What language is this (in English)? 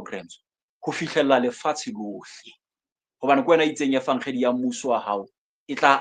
Southern Sotho